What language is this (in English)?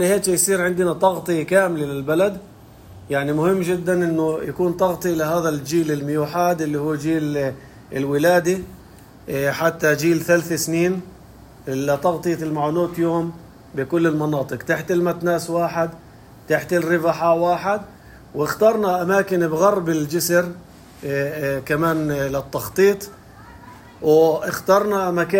North Levantine Arabic